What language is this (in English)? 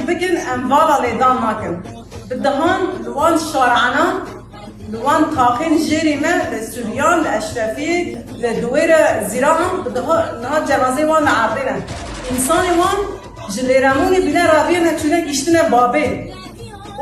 Kurdish